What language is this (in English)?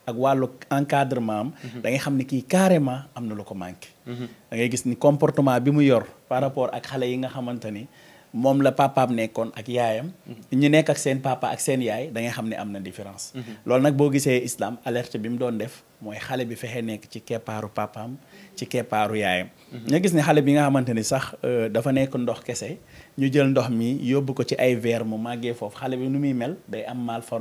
Wolof